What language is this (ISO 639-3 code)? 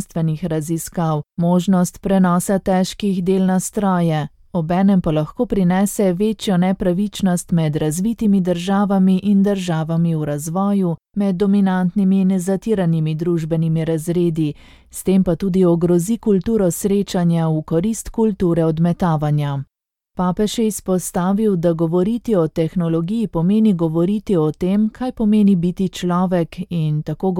slv